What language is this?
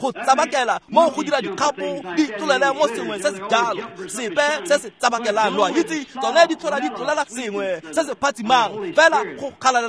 Tswana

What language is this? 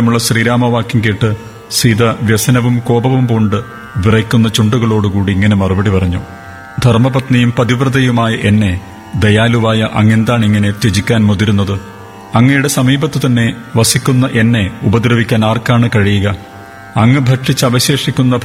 Malayalam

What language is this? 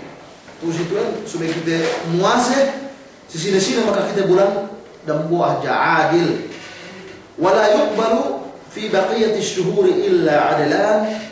Yakan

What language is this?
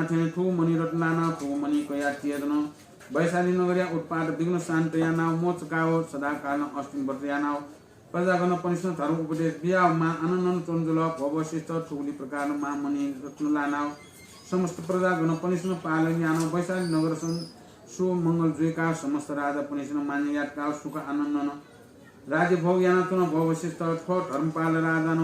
Newari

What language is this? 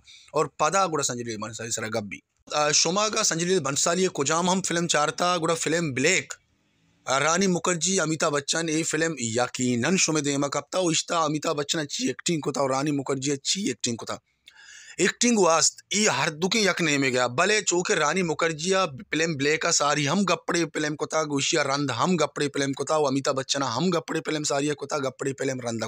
Baluchi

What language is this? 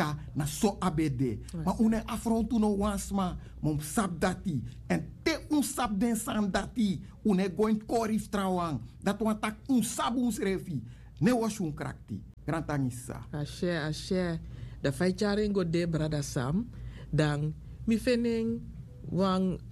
Sranan Tongo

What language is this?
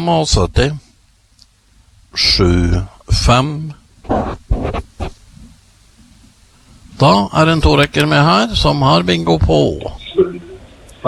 Norwegian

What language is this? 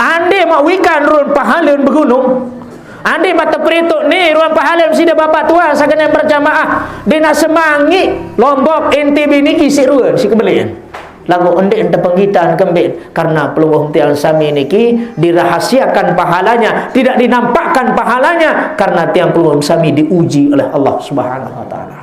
Sasak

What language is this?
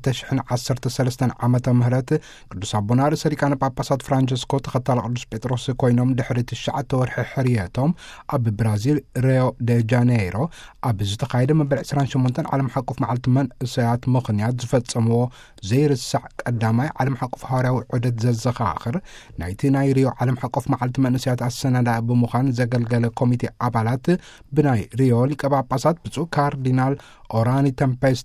Tigrinya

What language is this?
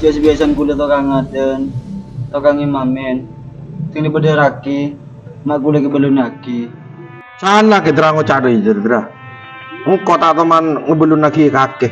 Madurese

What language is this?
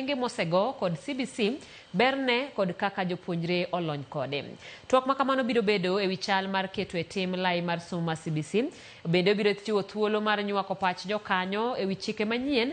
Luo (Kenya and Tanzania)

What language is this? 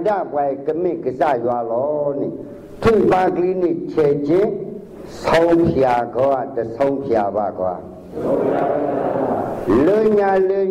Burmese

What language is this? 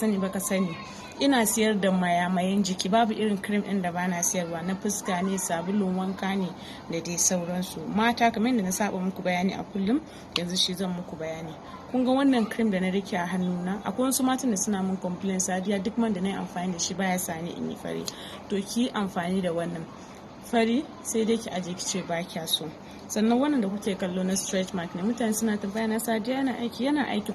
Hausa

